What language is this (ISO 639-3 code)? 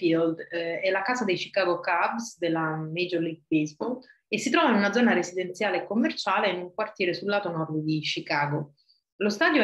ita